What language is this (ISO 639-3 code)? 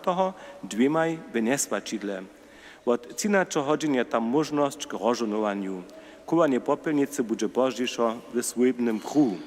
hsb